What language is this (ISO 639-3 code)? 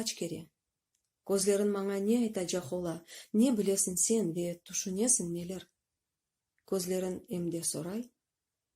crh